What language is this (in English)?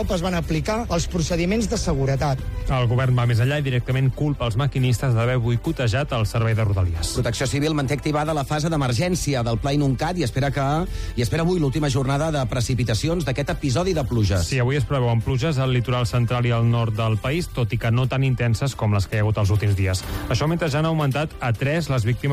Catalan